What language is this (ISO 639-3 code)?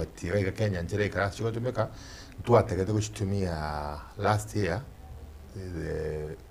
guz